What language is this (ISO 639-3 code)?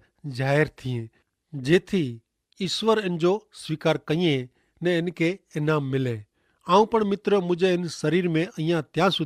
kfr